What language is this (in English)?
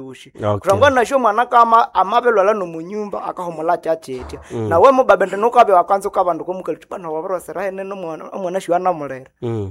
Nande